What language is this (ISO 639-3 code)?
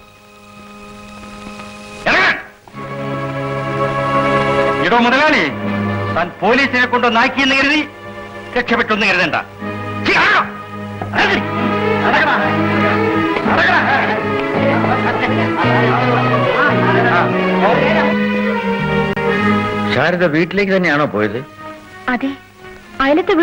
mal